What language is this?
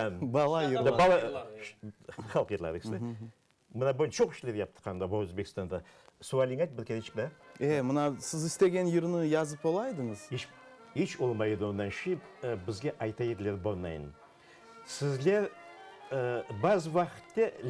Crimean Tatar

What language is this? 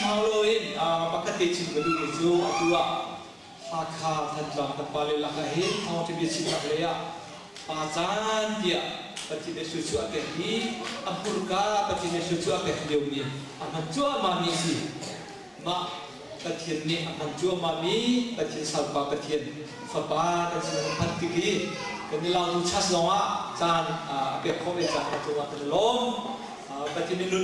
Hakha Chin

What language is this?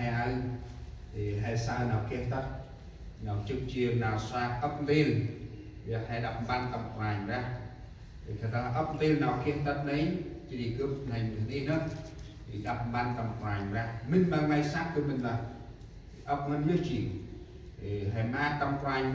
Central Mnong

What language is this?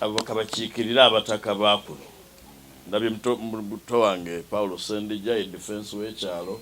Ganda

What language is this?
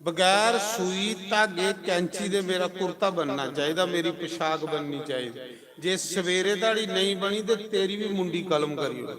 Dogri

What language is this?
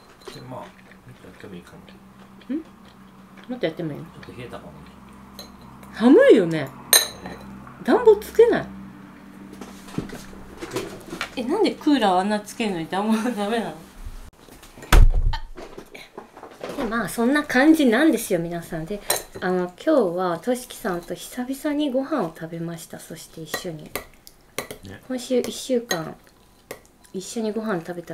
Japanese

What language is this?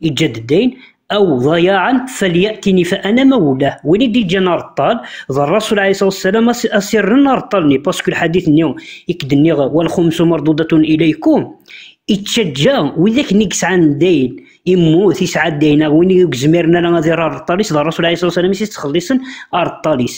Kabyle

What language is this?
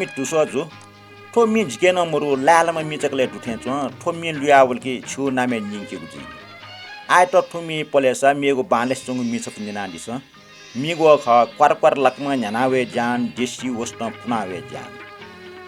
Newari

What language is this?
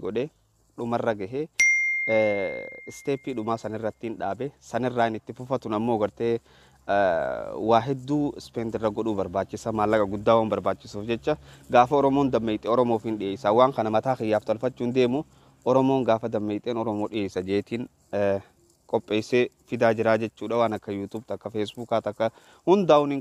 Oromo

